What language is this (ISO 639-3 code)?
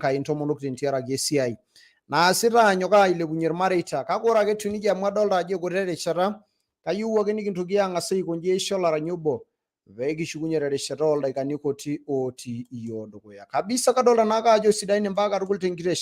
mas